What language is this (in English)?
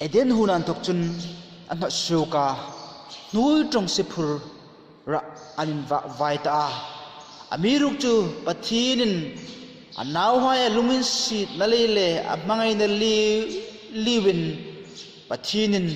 Hmar